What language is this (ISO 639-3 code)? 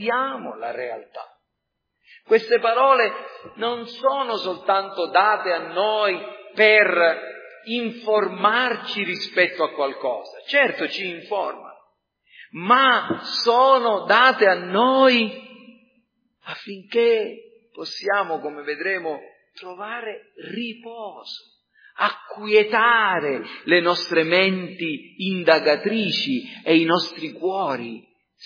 ita